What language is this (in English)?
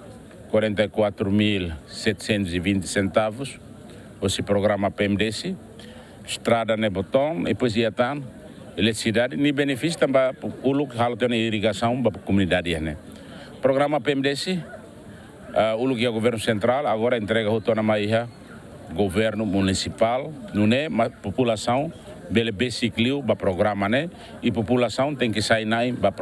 Tetum